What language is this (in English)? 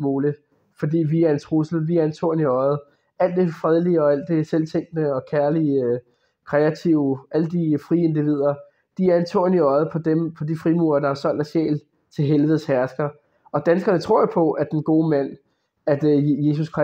Danish